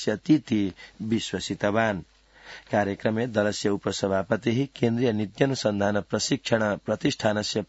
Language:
Sanskrit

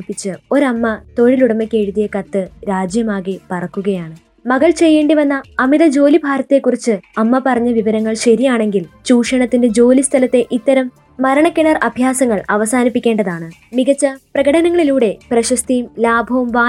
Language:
Malayalam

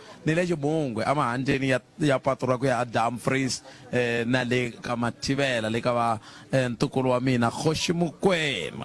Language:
Tsonga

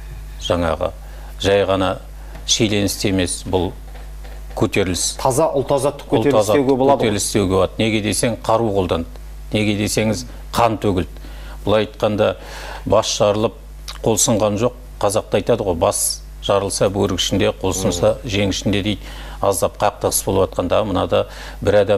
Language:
Kazakh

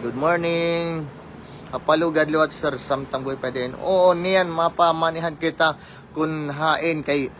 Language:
Waray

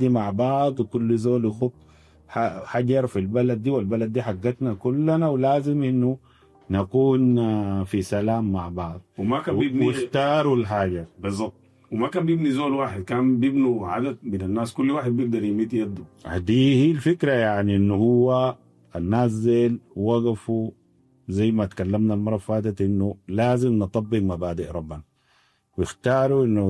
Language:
Sudanese Arabic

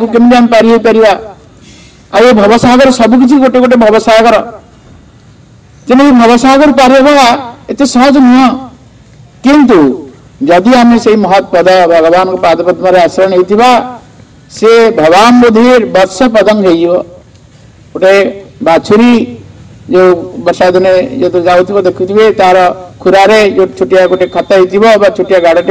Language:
Odia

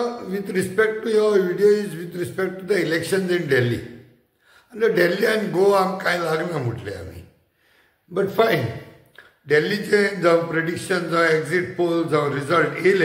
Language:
Konkani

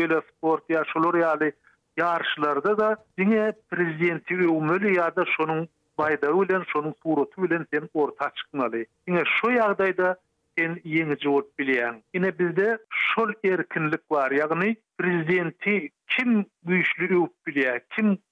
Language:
Turkmen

